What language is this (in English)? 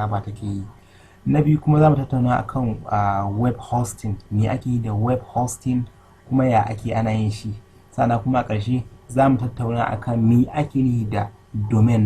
Hausa